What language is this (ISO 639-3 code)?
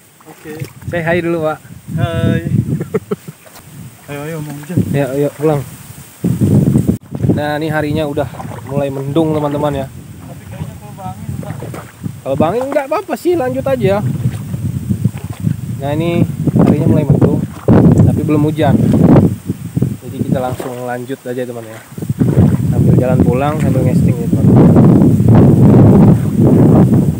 ind